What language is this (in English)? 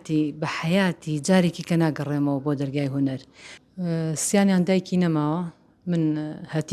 Central Kurdish